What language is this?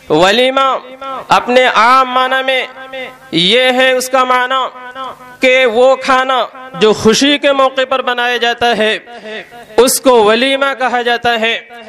Urdu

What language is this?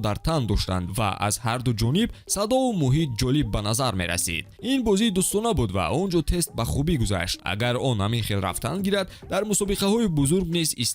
Tajik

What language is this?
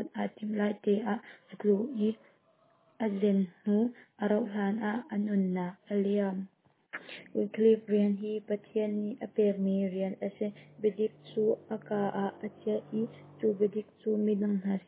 Hakha Chin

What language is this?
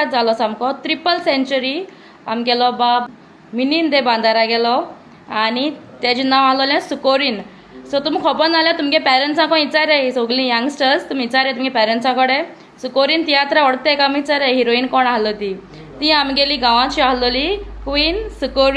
Konkani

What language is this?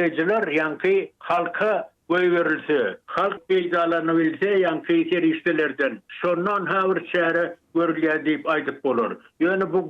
Turkmen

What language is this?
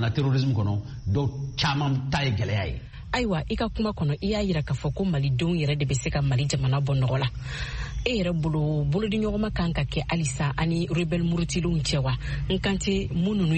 Bambara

